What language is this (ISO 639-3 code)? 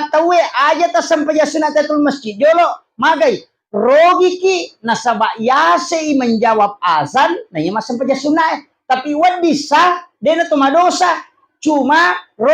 bug